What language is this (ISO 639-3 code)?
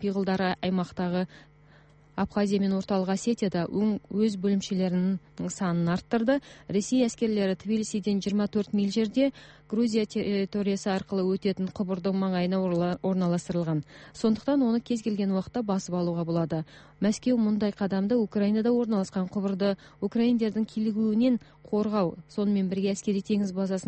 kaz